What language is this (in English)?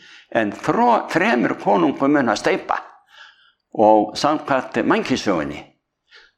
Icelandic